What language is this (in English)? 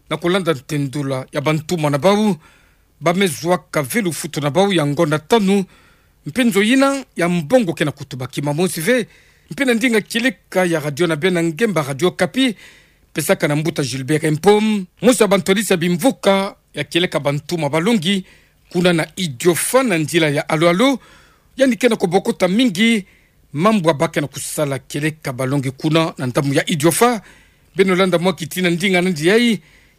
Kituba (Democratic Republic of Congo)